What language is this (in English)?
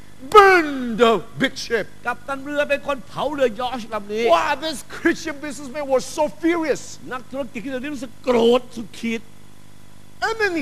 Thai